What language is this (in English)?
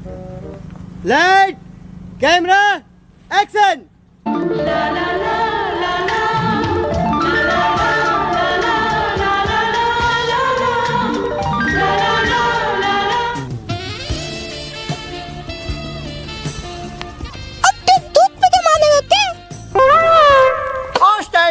Hindi